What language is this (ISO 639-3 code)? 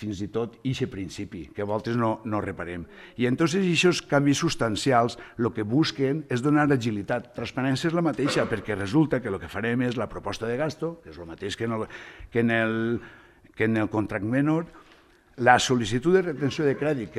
cat